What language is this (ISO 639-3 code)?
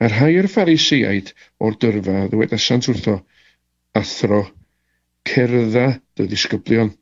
cym